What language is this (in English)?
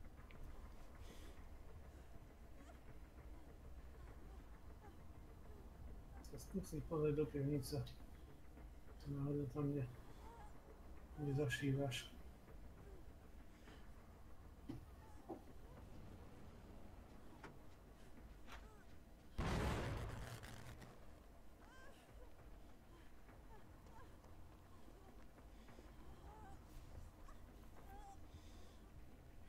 Slovak